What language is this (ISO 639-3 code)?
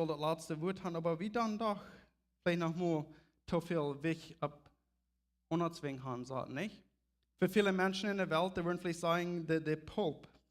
pdt